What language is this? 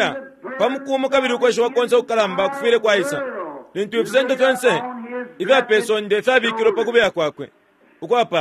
Bemba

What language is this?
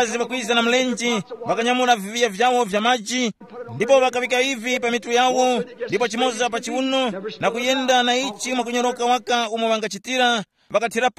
Tumbuka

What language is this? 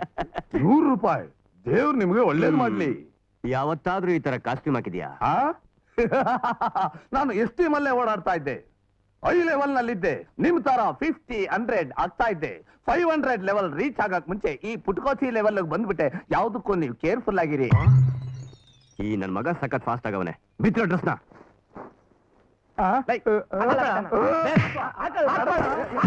Kannada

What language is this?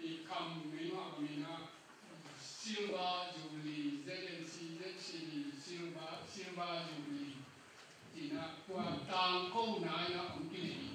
Tedim Chin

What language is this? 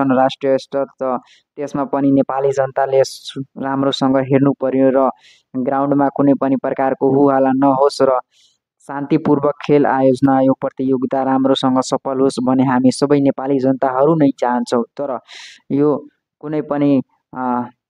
Nepali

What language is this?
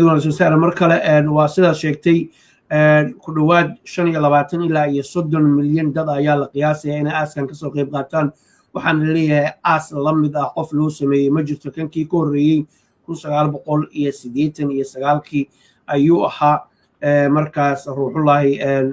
Somali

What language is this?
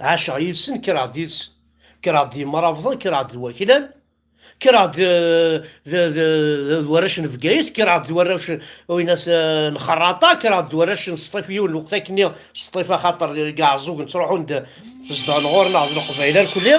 Kabyle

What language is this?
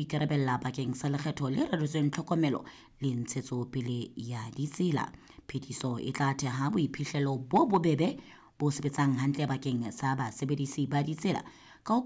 Southern Sotho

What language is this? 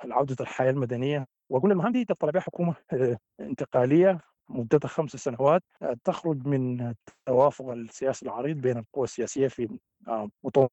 Sudanese Arabic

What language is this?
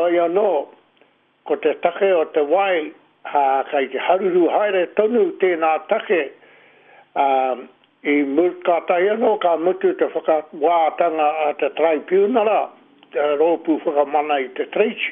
Māori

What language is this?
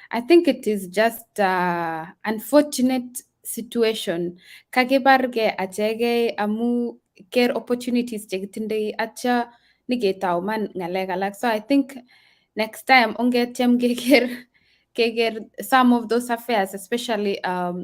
Kalenjin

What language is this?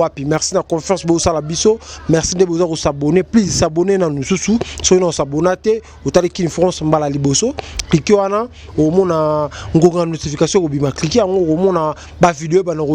Lingala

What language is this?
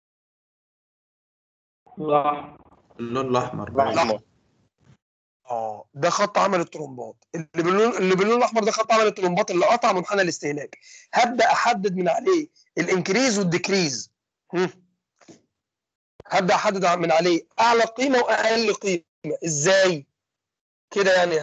Egyptian Arabic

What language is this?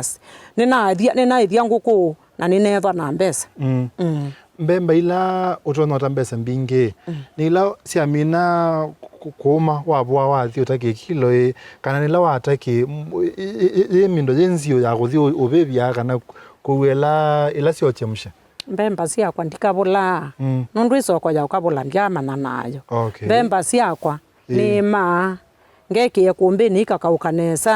Kamba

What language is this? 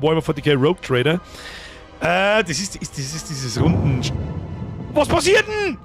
Bavarian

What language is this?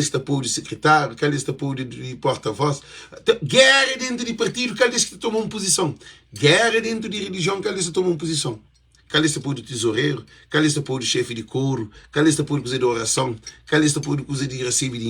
Kabuverdianu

